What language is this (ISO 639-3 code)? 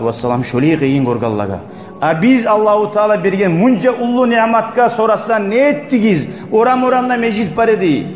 kum